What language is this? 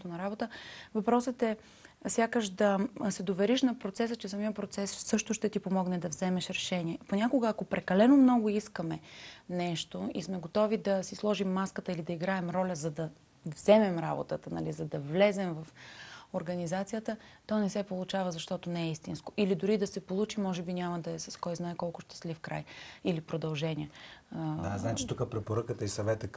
Bulgarian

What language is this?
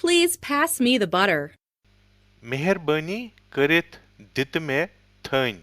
Kashmiri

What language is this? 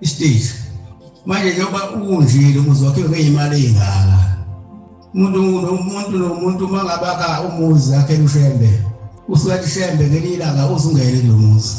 Zulu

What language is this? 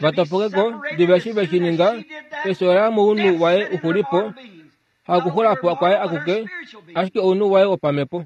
Kuanyama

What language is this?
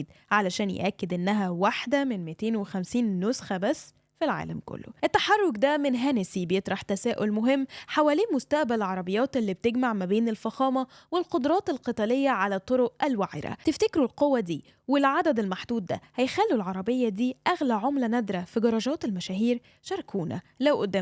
Egyptian Arabic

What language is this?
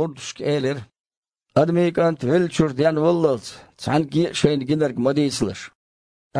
Chechen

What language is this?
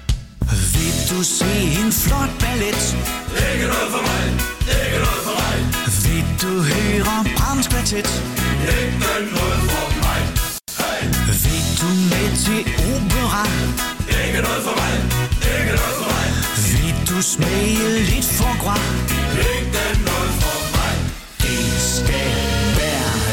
Danish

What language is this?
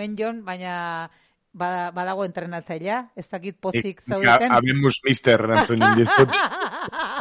Basque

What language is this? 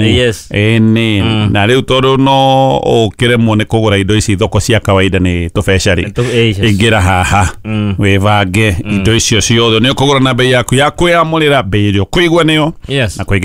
Kikuyu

